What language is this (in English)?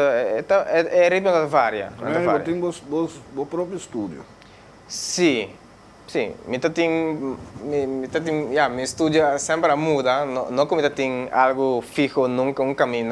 Papiamento